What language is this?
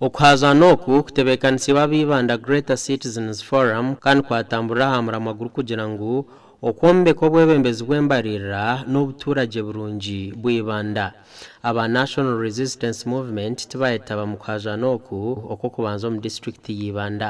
Nyankole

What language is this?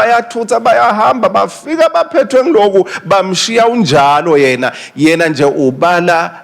Swati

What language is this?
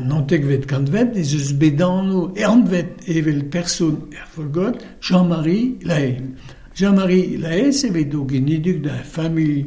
Breton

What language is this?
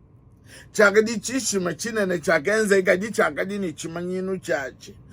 Luba-Lulua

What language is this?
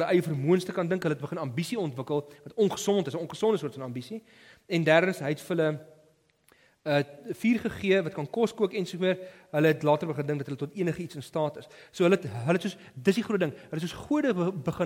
Afrikaans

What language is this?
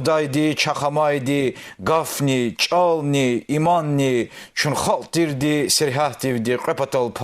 Lezghian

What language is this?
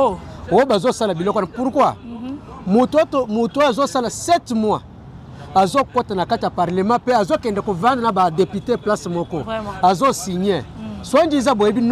Lingala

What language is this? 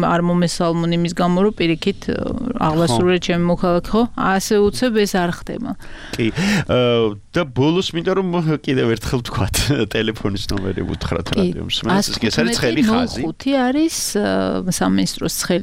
Georgian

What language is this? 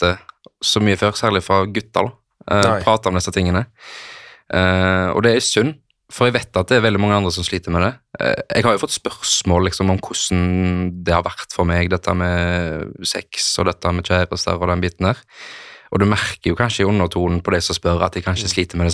Norwegian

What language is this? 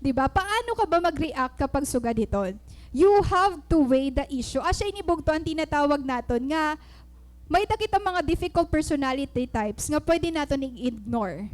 Waray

